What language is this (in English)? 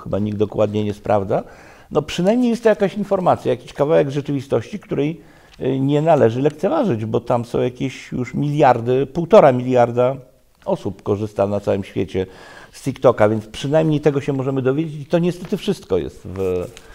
Polish